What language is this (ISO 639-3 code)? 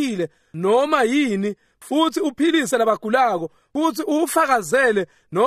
ssw